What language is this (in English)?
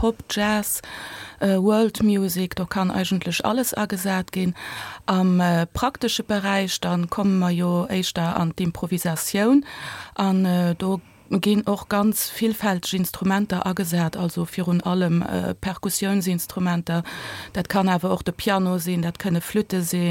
Luxembourgish